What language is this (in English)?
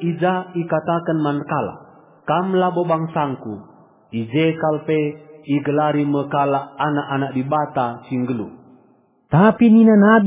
Batak Karo